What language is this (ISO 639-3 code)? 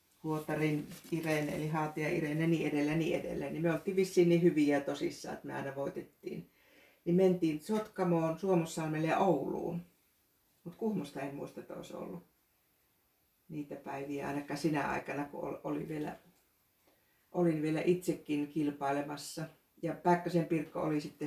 fin